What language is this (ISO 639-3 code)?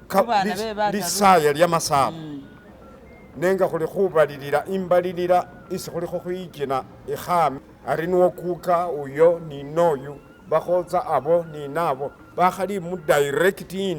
myx